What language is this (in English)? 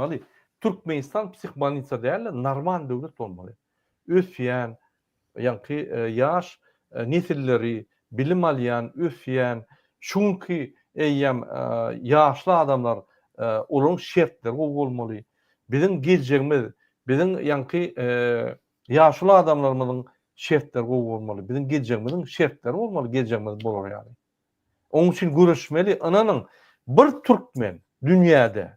Turkmen